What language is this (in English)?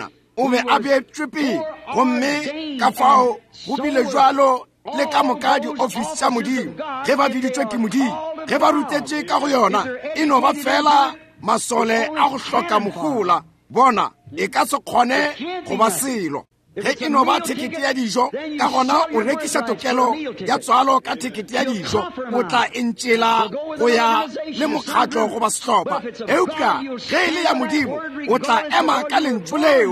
Northern Sotho